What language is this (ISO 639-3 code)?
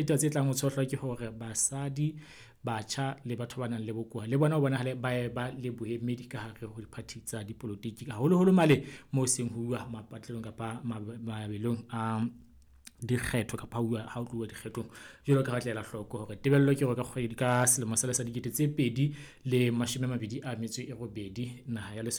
sot